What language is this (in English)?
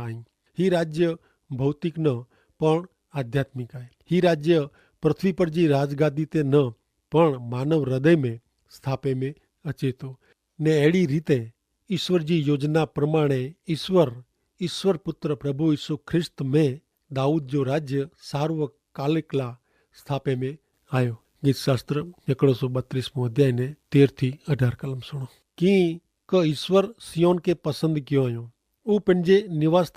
Kachhi